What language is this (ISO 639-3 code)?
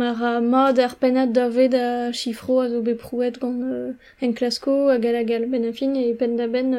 bre